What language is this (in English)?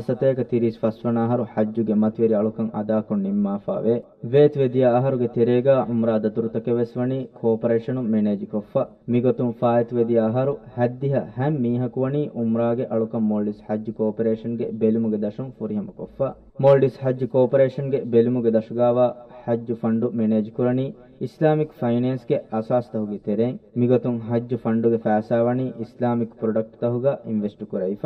Divehi